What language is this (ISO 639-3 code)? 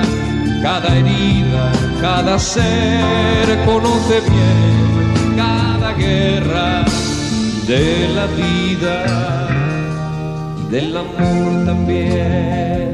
spa